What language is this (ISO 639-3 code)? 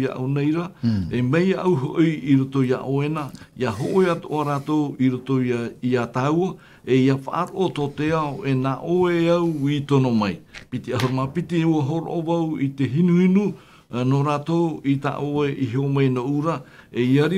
tah